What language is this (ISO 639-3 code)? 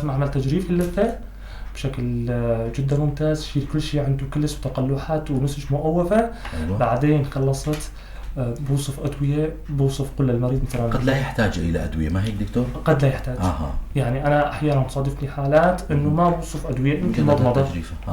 apc